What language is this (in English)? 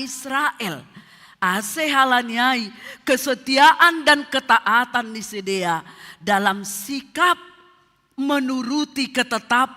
Batak Simalungun